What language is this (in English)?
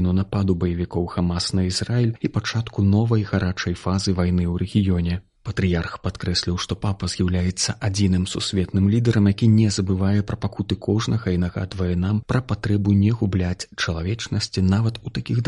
Belarusian